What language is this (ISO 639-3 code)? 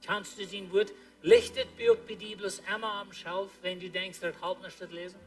pdt